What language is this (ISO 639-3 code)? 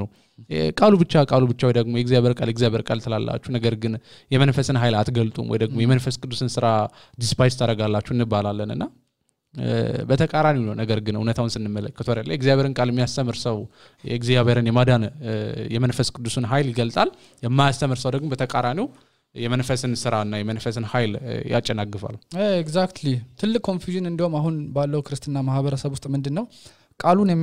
amh